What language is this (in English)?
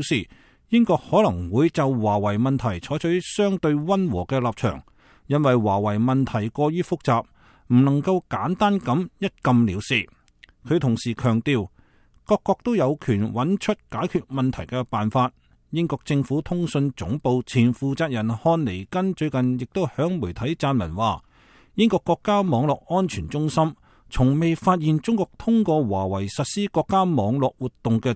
Cantonese